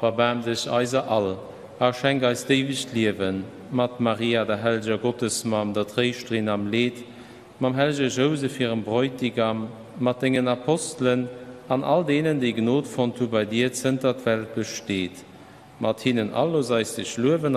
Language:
Luxembourgish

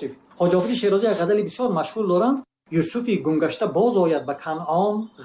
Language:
Tajik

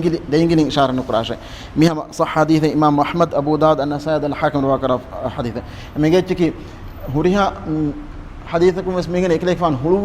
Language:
Divehi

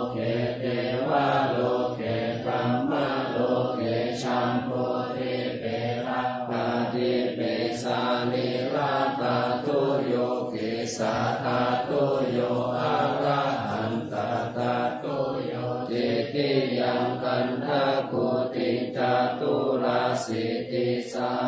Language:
Pali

